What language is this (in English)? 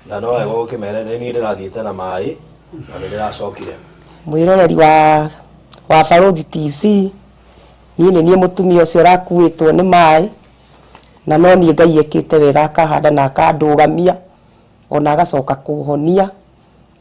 Kikuyu